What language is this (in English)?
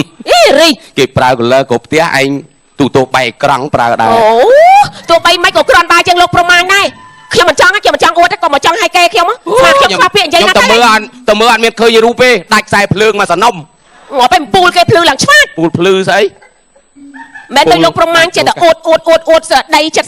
Khmer